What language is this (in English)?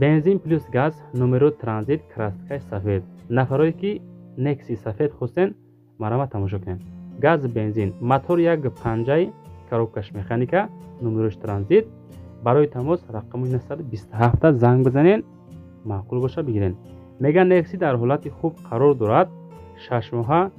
Tajik